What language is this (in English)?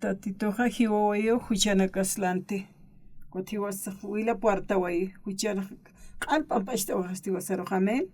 Aymara